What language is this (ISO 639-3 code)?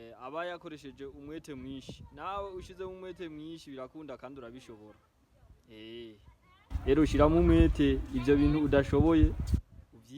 run